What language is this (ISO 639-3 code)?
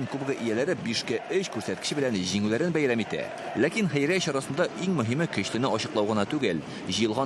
tat